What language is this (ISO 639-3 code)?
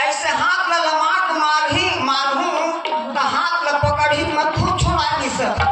hne